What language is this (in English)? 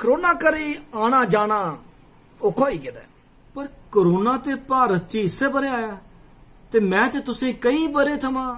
Dogri